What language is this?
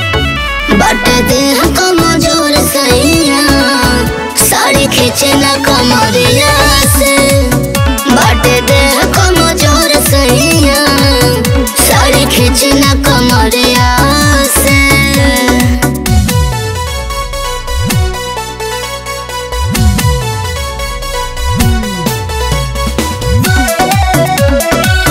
Bhojpuri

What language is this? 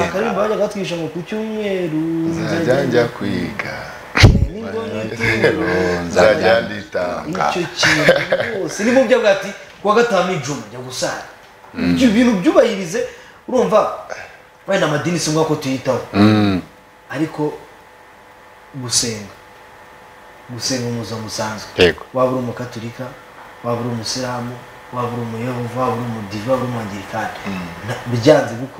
Kinyarwanda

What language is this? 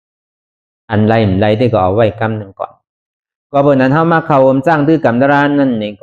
Shan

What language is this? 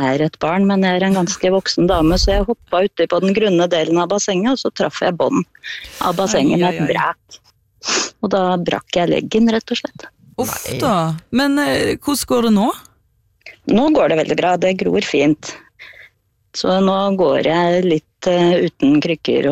Norwegian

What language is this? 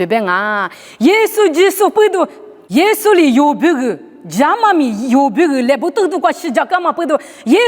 Lisu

